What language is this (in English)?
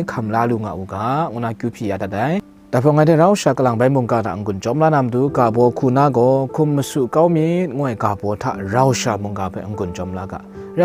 Kachin